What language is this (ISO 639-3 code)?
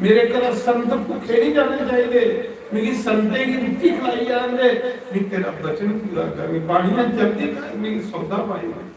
doi